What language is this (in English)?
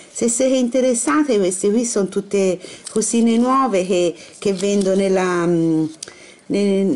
Italian